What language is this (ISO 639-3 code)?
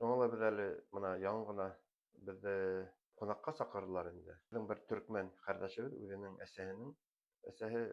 bak